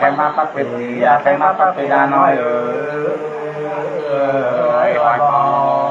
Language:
Nung (Viet Nam)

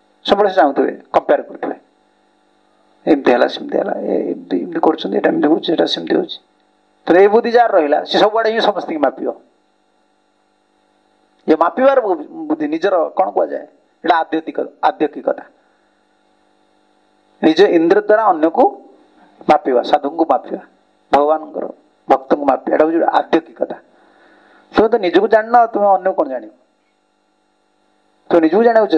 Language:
Odia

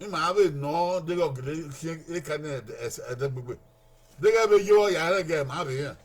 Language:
Bini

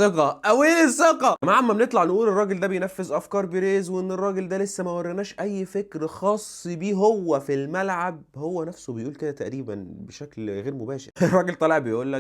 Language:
Egyptian Arabic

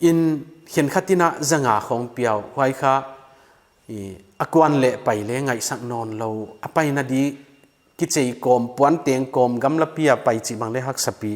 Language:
Paite Chin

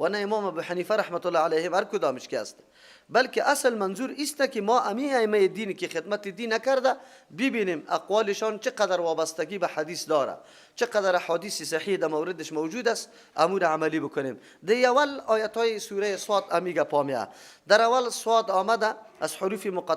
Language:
Persian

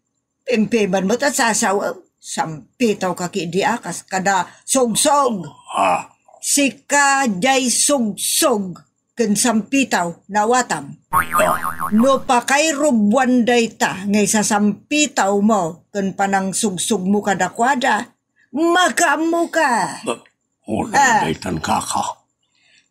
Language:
Iloko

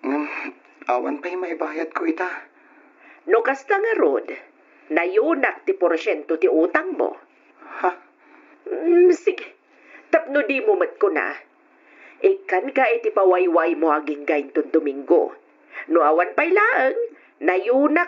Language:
Iloko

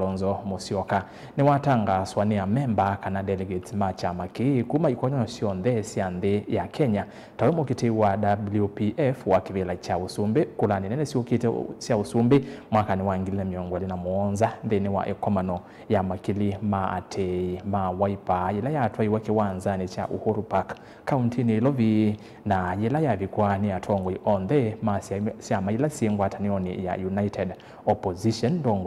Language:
Kamba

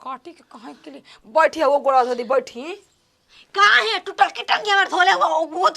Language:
Bhojpuri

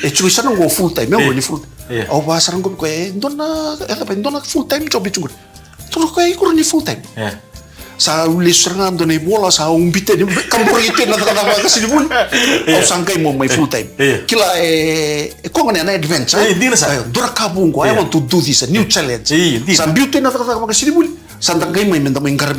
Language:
Fijian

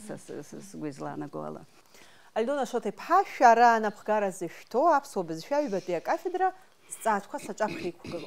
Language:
Abkhazian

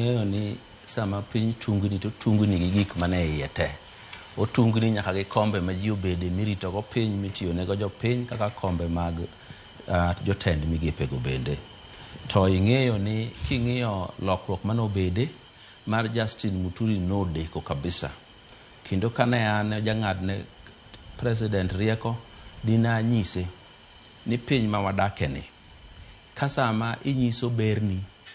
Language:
Luo (Kenya and Tanzania)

